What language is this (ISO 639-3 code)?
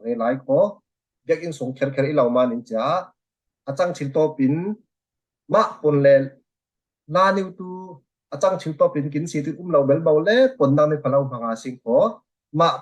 cfm